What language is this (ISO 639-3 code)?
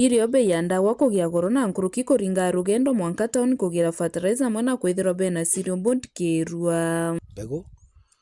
mer